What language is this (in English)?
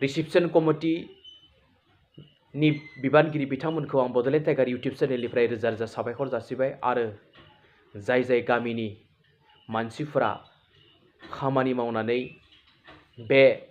Bodo